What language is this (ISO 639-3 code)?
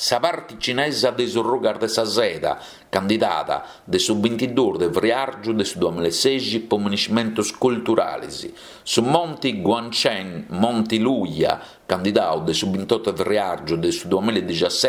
srd